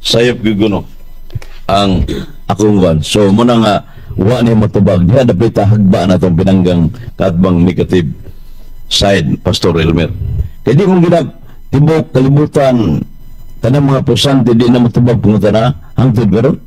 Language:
Cebuano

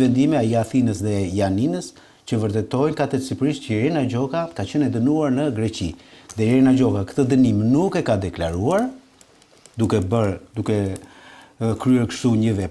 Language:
Albanian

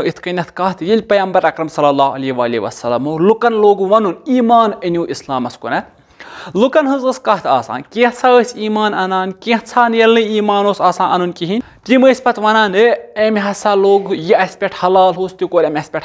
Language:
Kashmiri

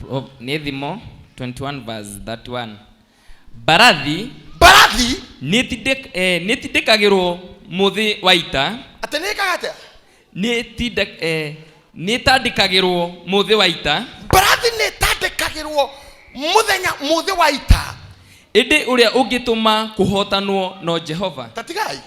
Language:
Kikuyu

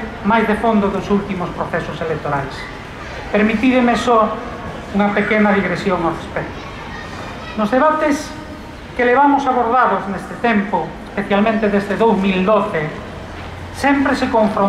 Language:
Galician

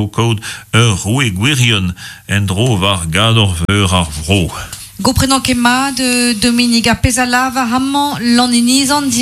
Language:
Breton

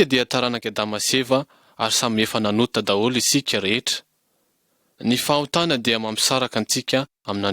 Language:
Malagasy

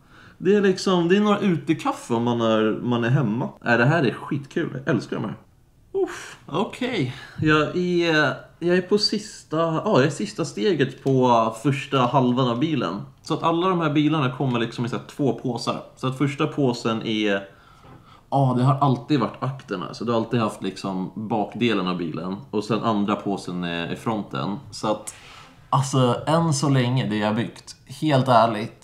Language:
Swedish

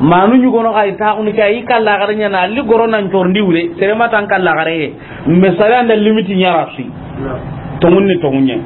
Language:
Soninke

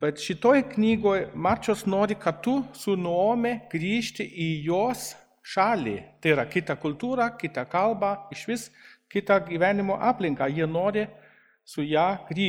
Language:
Lithuanian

